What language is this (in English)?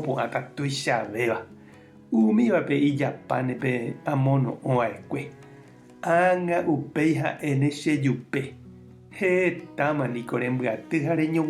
Guarani